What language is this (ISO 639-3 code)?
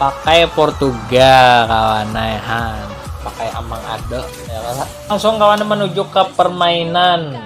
bjn